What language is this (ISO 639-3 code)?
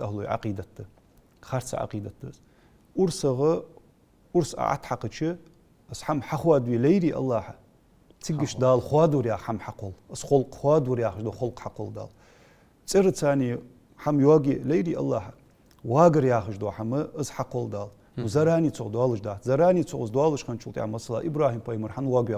inh